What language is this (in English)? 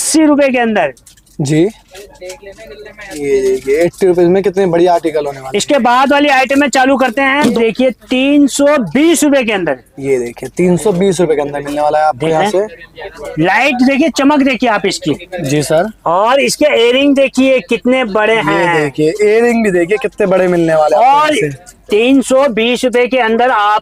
Hindi